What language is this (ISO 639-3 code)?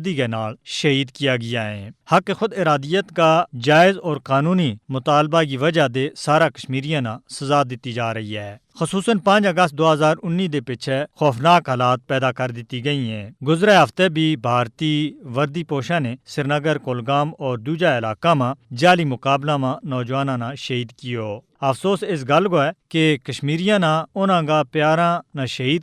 gju